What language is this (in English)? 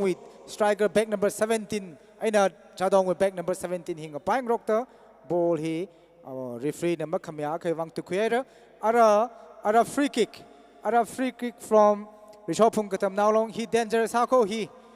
Tangkhul Naga (India)